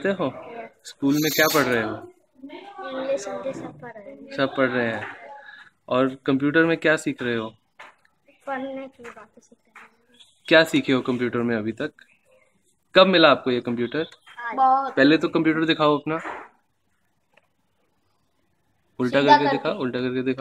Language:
Hindi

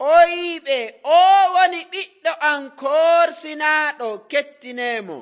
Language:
Nigerian Fulfulde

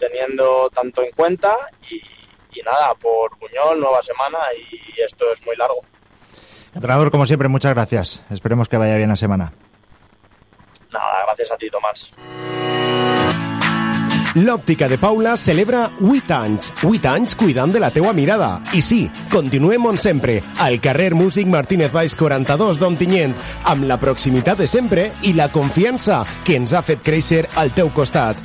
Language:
Catalan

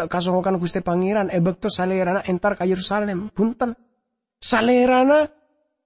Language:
Madurese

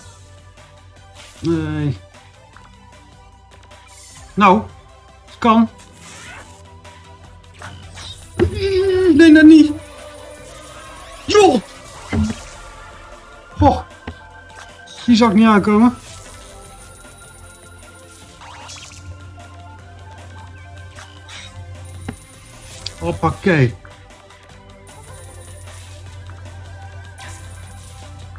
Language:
Dutch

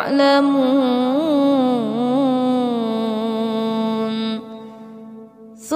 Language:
Arabic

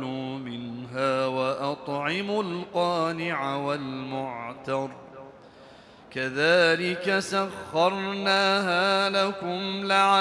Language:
Arabic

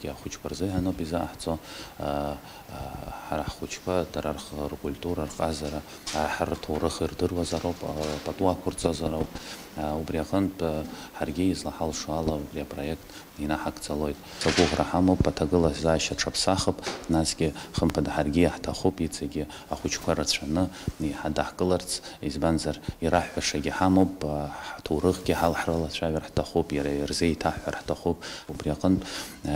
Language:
Abkhazian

